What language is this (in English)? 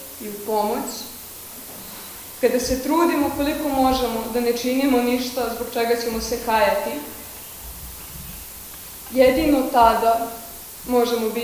Serbian